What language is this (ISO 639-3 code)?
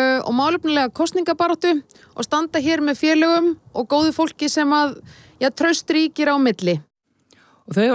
isl